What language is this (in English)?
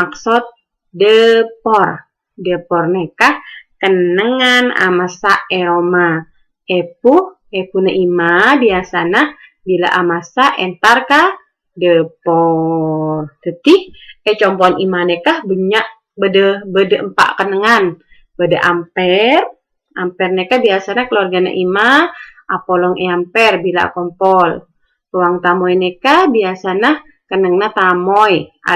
Madurese